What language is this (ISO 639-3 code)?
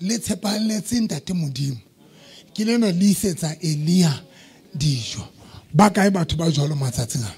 sot